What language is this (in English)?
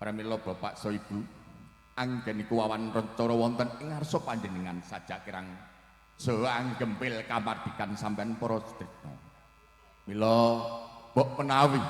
Javanese